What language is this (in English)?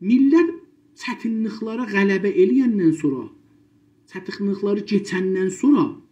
South Azerbaijani